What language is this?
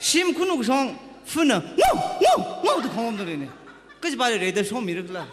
Tangkhul Naga (India)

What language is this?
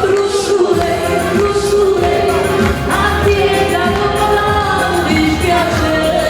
Neapolitan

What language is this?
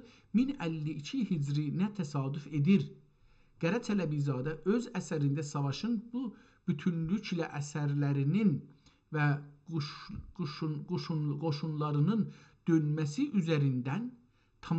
South Azerbaijani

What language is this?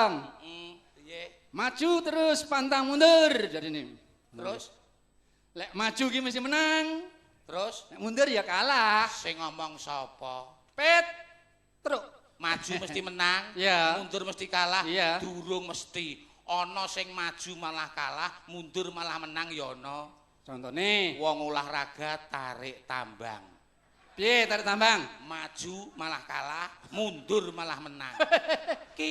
Javanese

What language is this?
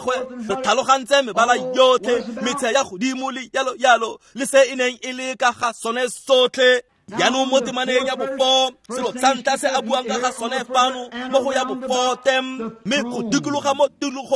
Tswana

